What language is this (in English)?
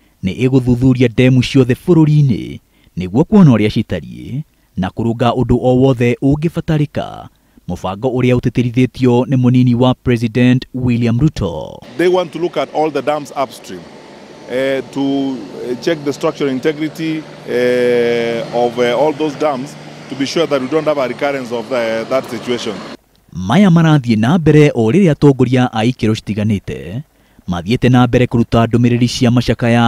Kikuyu